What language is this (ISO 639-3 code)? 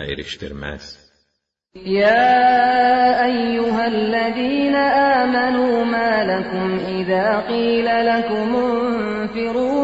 tur